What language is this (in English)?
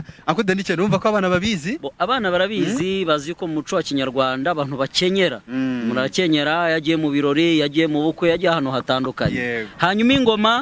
Kinyarwanda